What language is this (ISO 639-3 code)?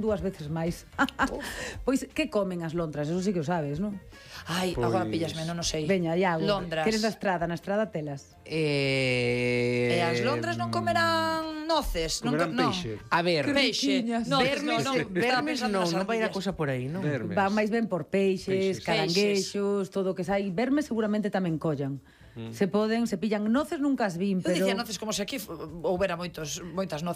glg